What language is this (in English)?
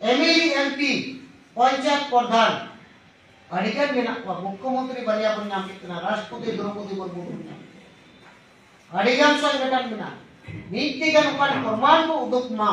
Santali